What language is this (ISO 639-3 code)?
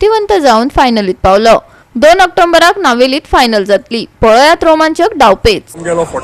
kok